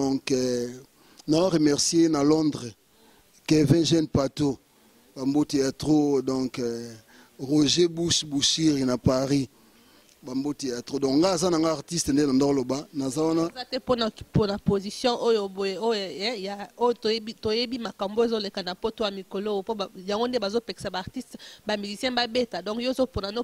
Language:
Lingala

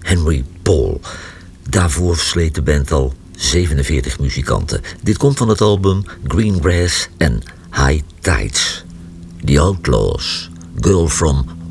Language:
Dutch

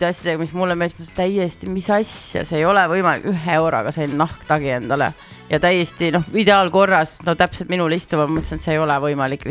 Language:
Estonian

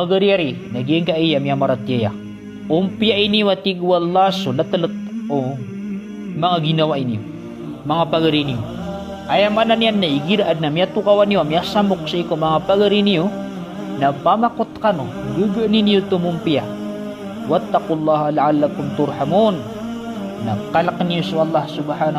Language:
Maranao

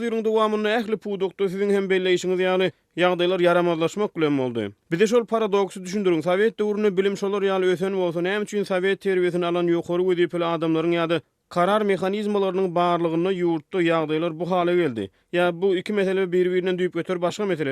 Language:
Turkmen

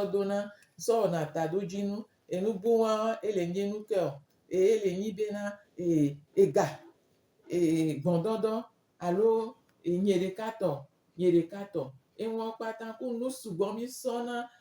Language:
Gen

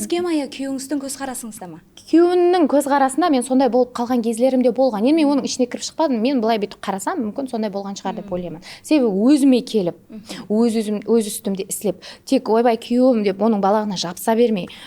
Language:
Kara-Kalpak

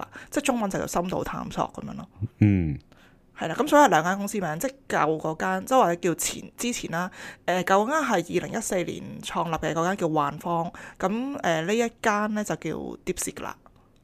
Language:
Cantonese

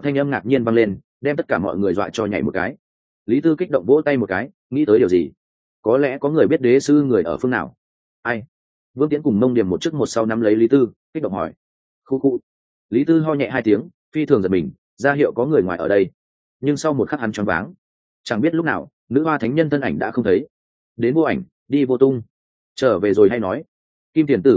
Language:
Vietnamese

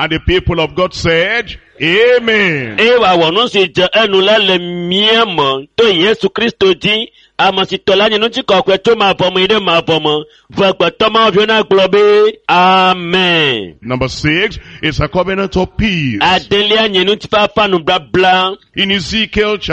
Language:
Ewe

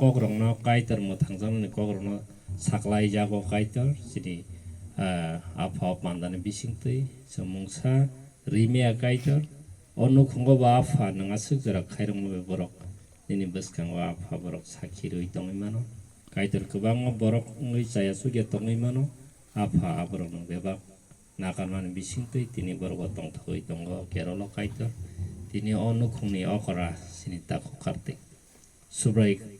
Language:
Kok Borok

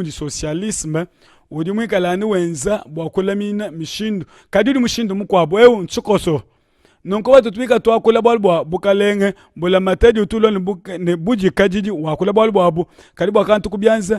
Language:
Luba-Lulua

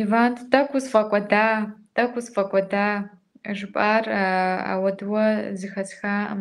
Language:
Kabardian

